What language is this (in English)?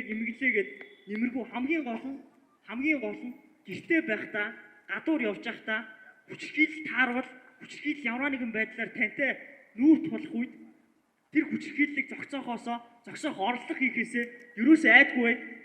Mongolian